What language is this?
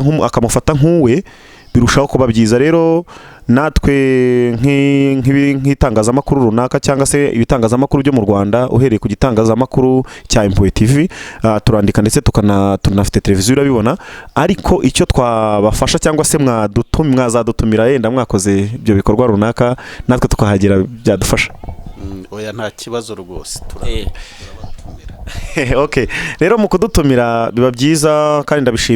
Kinyarwanda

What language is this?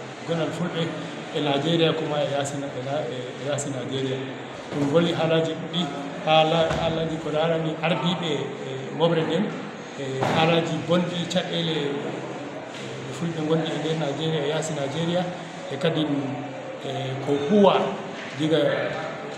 Fula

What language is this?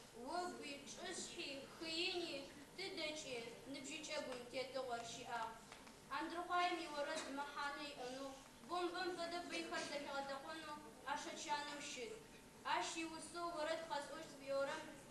Adyghe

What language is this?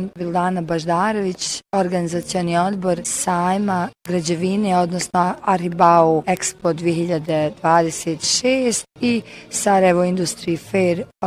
Bosnian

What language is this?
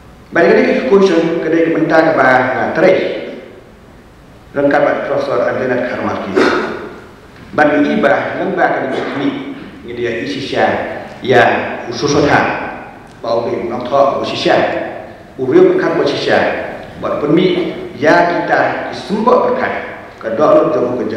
Khasi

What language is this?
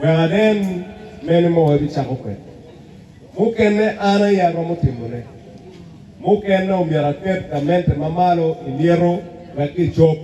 Acoli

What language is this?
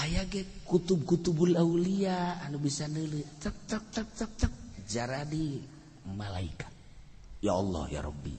Sundanese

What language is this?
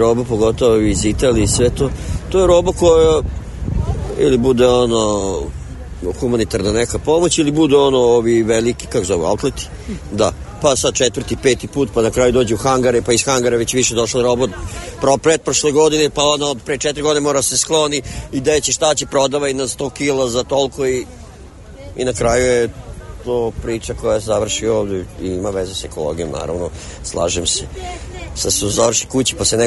Serbian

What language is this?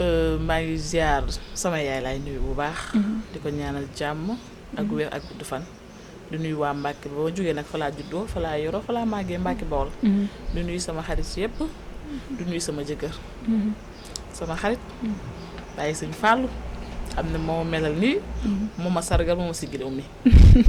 Wolof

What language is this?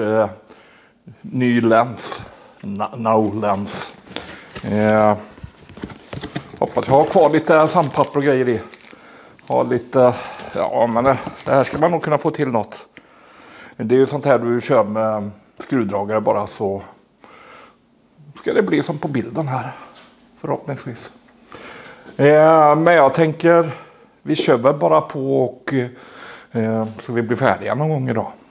Swedish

